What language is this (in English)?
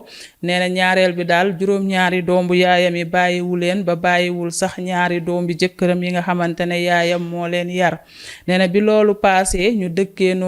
Wolof